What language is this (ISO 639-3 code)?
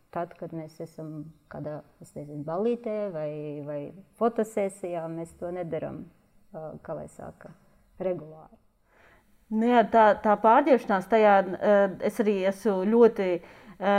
lav